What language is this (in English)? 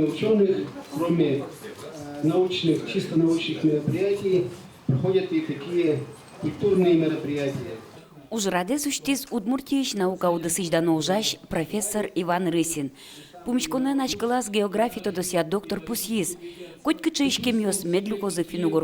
Udmurt